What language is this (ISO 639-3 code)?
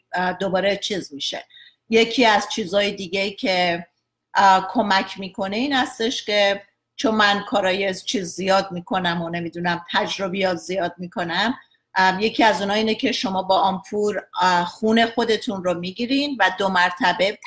fas